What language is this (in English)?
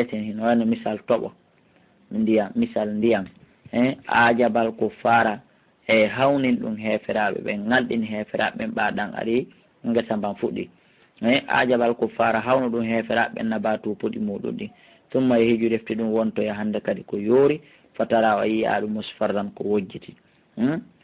Fula